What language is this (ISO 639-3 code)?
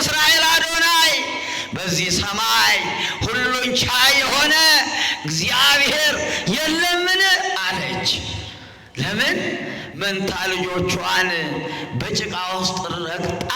amh